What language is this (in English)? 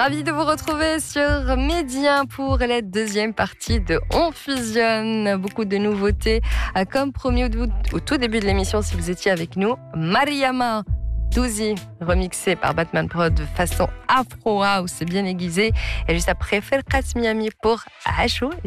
French